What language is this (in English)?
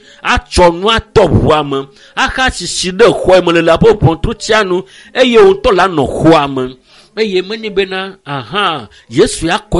Ewe